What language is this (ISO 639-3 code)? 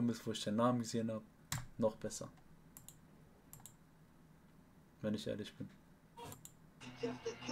deu